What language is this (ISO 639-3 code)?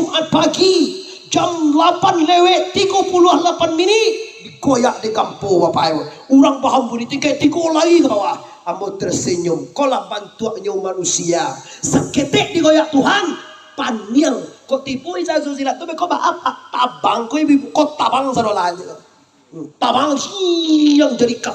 min